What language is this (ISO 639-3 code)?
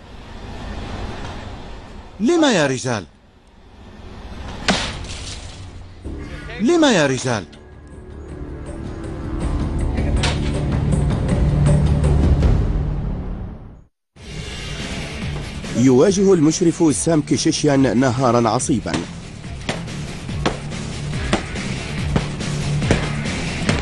ara